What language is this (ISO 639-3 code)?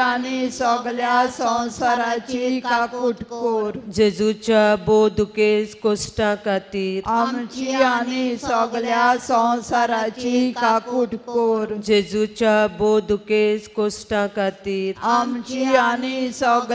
kok